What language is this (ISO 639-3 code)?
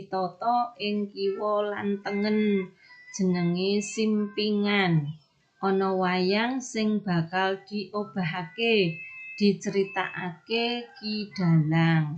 jav